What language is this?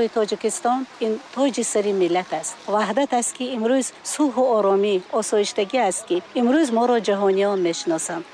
Tajik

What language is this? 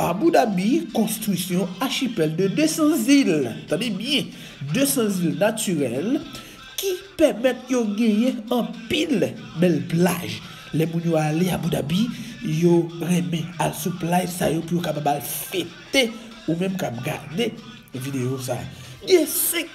Haitian Creole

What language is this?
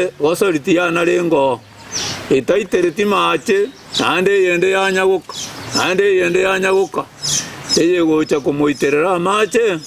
Gusii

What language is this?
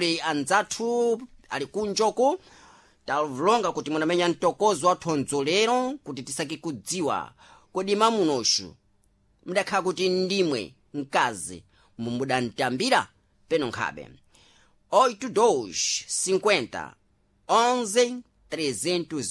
Sena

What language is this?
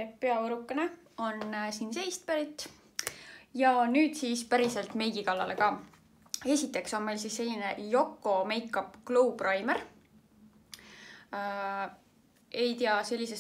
Estonian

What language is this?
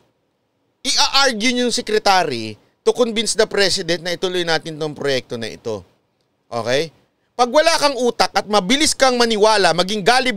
Filipino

